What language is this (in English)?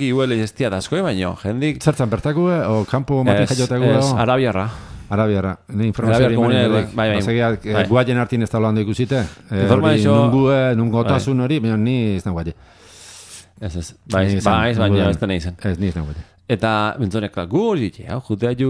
Basque